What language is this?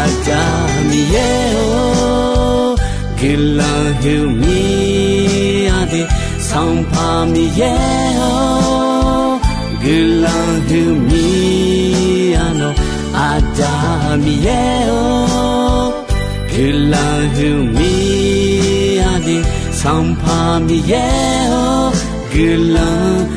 Akha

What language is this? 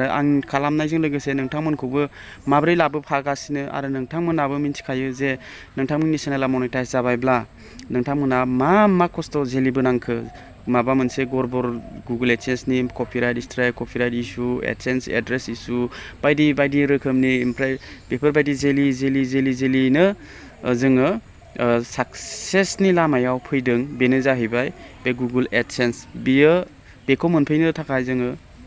Bodo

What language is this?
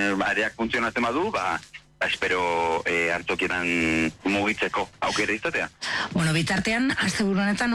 Basque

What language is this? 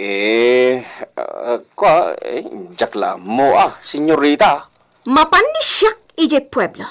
Iloko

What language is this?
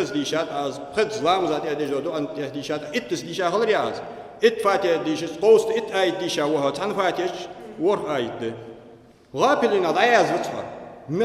Ingush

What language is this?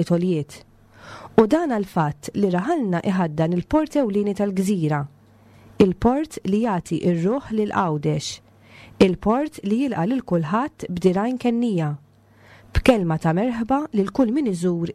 Maltese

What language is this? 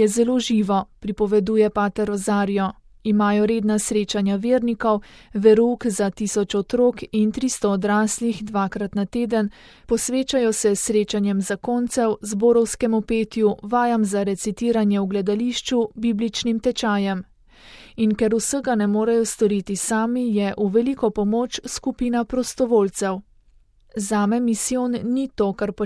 Slovenian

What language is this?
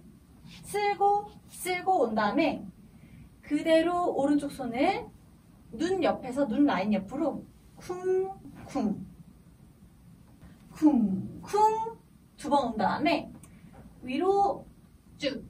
Korean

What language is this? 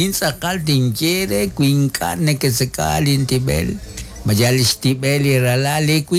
Kekchí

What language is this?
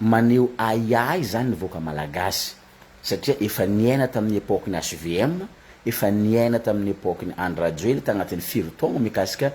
Malagasy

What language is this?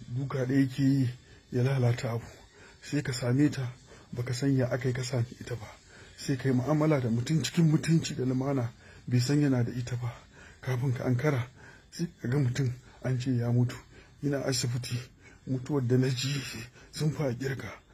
Hausa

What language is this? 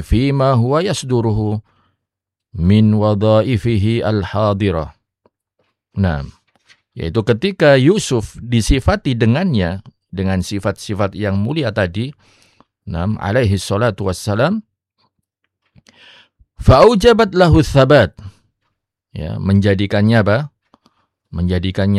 Indonesian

